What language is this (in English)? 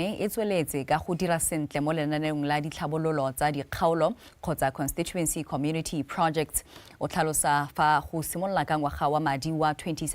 Tswana